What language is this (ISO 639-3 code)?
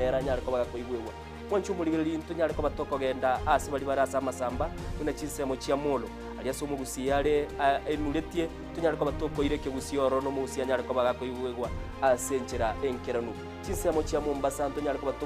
guz